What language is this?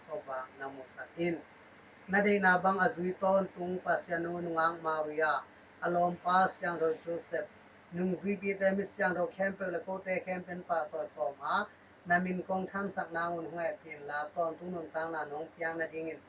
Tedim Chin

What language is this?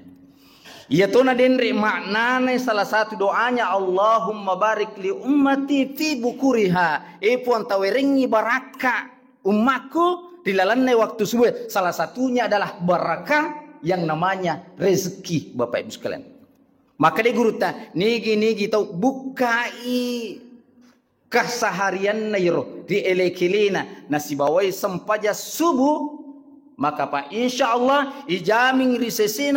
Buginese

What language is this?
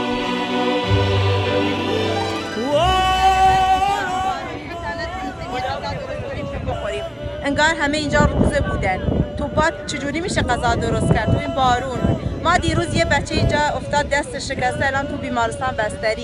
Persian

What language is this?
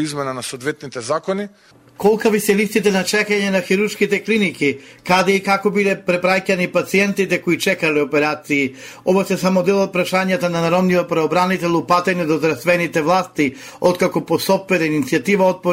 Macedonian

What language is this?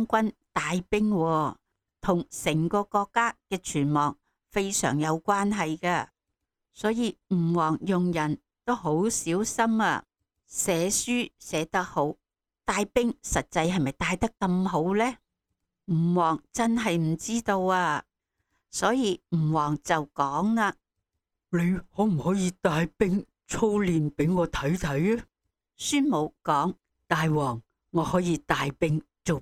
Cantonese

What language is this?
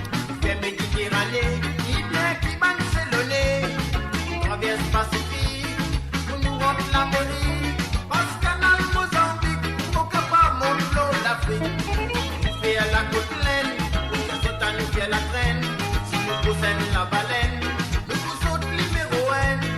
Morisyen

